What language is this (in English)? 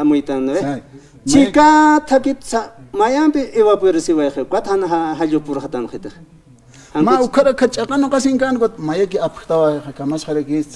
Aymara